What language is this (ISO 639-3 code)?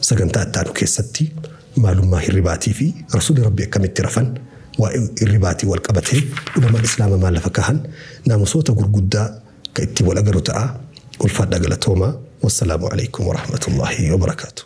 orm